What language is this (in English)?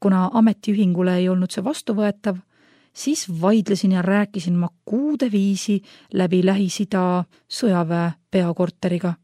Estonian